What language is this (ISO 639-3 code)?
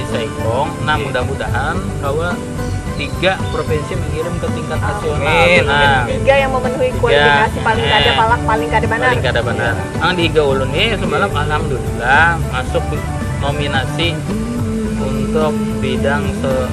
bjn